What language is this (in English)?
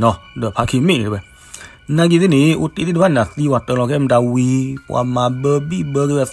S'gaw Karen